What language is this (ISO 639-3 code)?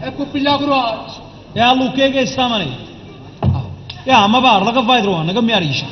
nap